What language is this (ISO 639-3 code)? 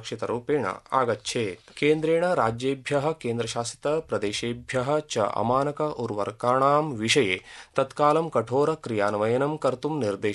san